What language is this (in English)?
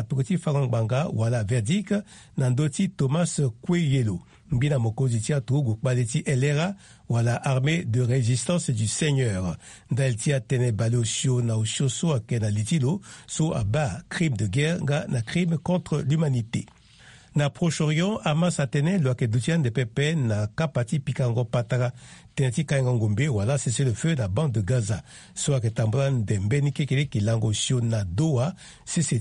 Sango